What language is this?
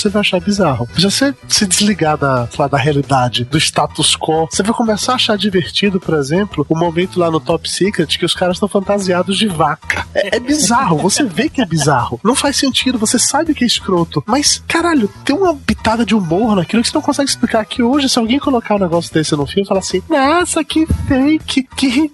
Portuguese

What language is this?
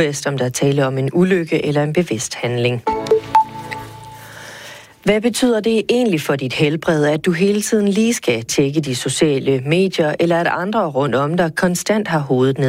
Danish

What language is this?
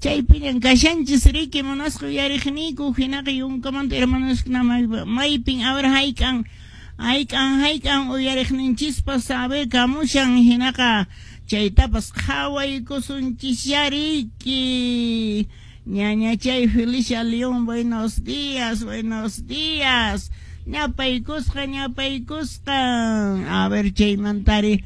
Quechua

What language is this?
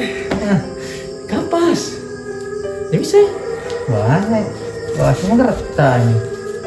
Buginese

